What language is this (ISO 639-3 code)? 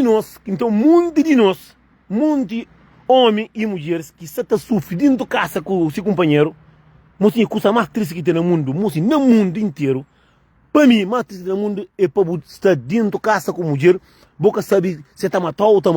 kea